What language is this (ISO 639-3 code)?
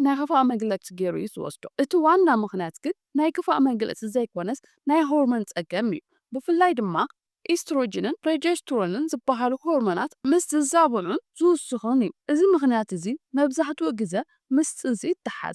tir